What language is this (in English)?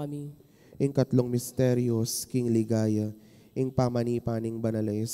Pampanga